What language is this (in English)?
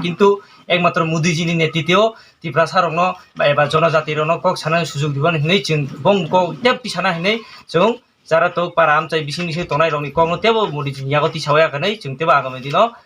Kok Borok